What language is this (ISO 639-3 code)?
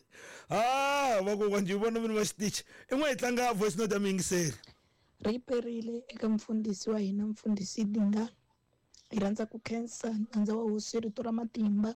tso